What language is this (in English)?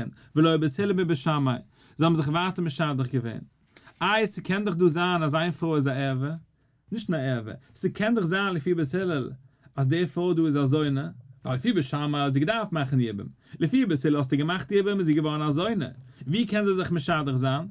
Yiddish